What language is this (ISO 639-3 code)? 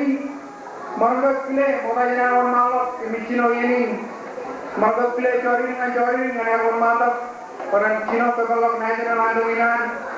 mah